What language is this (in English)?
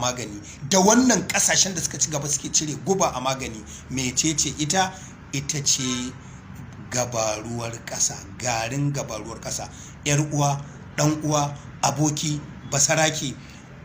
Hausa